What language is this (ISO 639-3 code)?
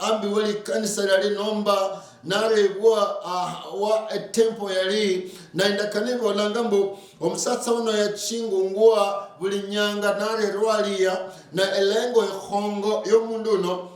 luy